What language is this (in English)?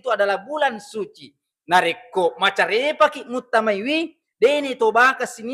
Buginese